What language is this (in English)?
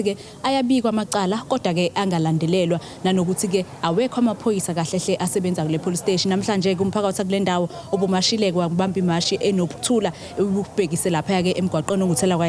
Zulu